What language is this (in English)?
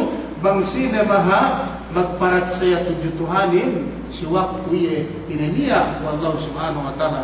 Yakan